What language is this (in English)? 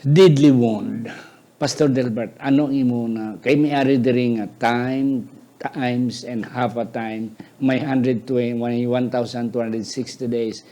Hiligaynon